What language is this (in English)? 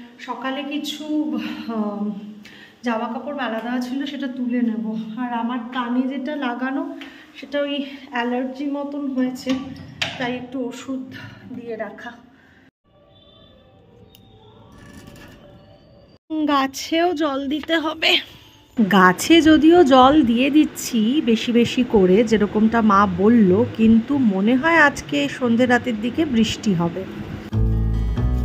Bangla